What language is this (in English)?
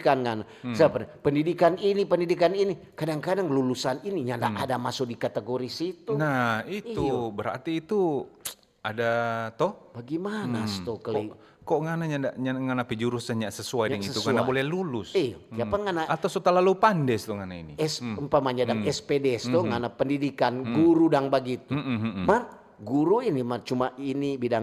Manado Malay